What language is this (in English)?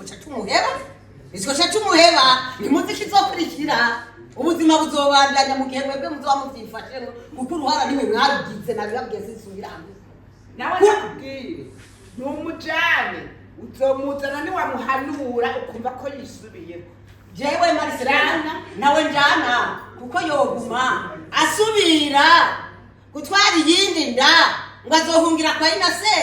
Rundi